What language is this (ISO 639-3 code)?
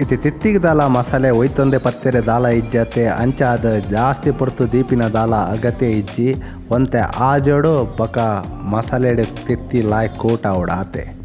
tcy